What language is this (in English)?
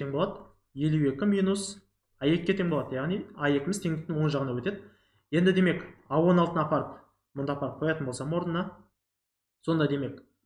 Kazakh